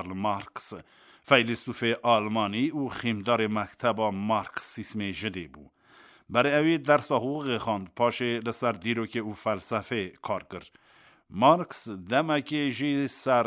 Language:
Kurdish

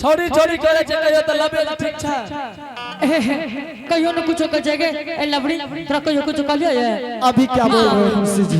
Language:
Angika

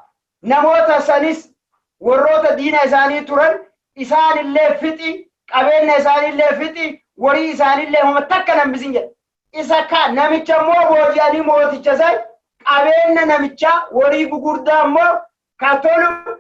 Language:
Oromo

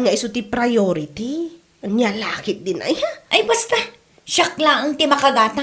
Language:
Iloko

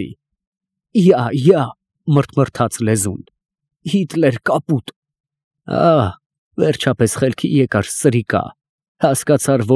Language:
Armenian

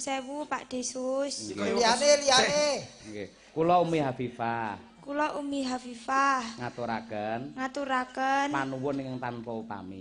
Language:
Javanese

